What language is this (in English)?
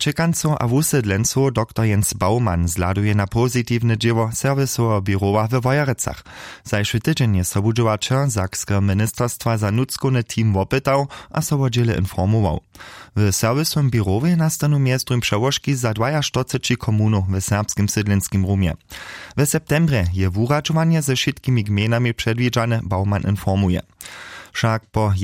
Upper Sorbian